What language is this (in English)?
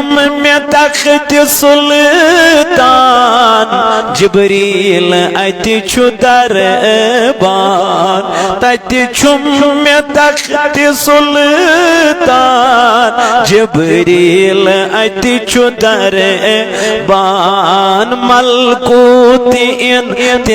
Kashmiri